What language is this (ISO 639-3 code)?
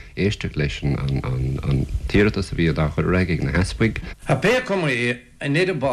gle